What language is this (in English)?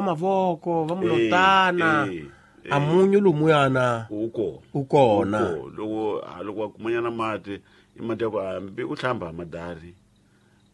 Tsonga